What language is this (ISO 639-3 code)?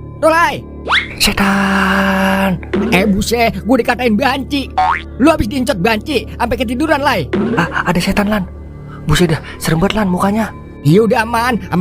bew